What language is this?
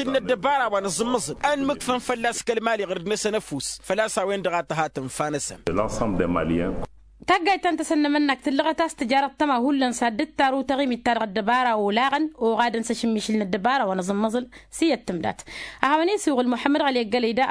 Tamasheq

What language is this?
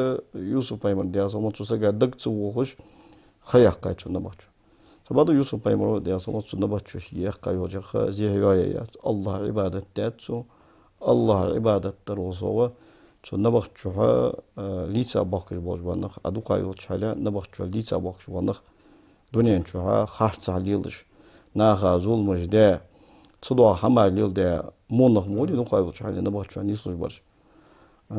Ingush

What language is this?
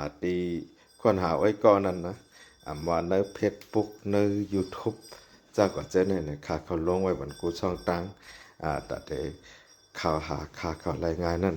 Shan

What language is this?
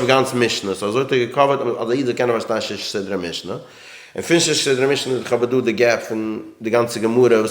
Yiddish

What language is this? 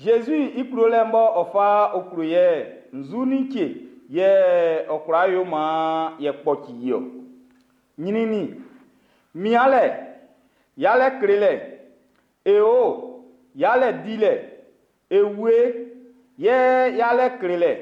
Baoulé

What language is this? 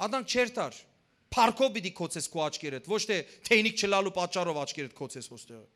Western Armenian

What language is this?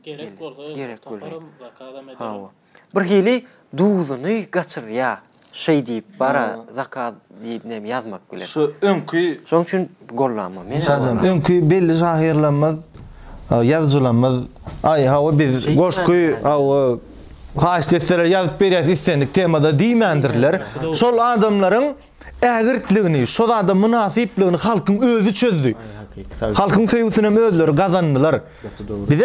Turkmen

